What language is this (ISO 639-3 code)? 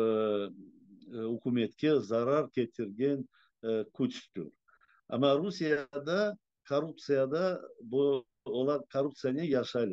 crh